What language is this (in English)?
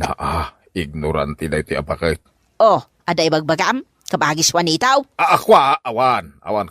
Iloko